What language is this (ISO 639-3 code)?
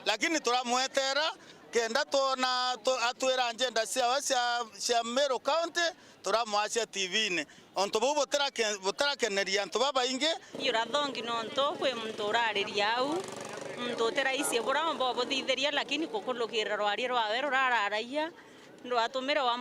mer